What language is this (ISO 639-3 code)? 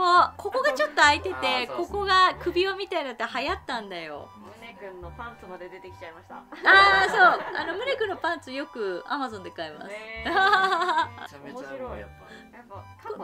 jpn